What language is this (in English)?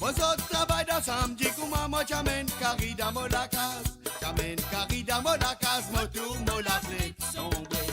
Morisyen